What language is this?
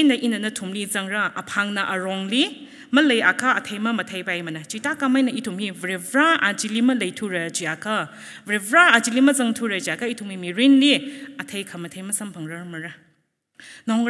Tangkhul Naga (India)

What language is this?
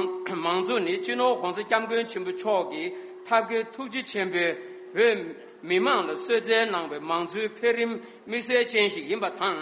Tibetan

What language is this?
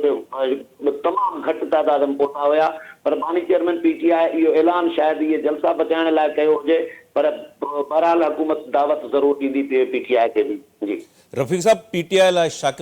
Sindhi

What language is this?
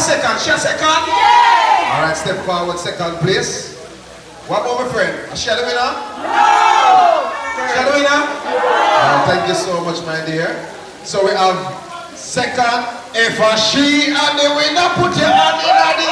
Jamaican Creole English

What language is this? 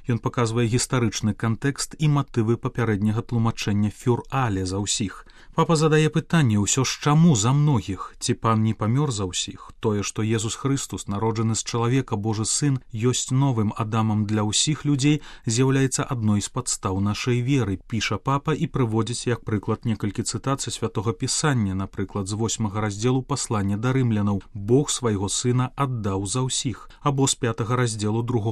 Belarusian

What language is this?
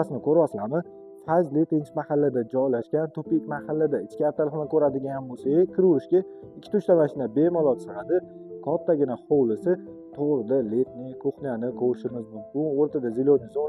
Uzbek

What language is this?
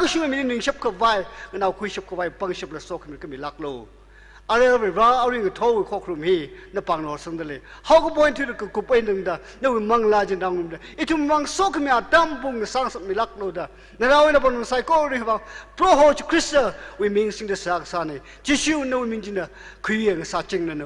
Tangkhul Naga (India)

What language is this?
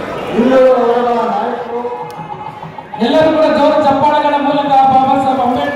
Kannada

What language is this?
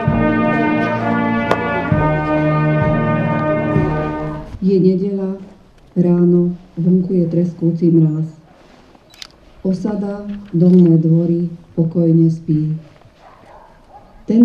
Slovak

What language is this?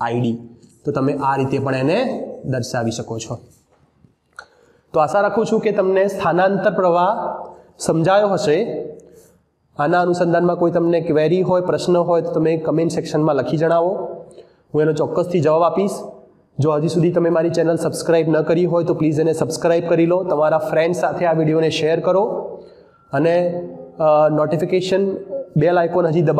Gujarati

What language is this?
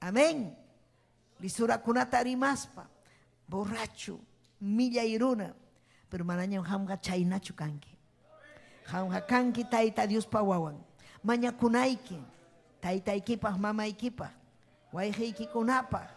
Ayacucho Quechua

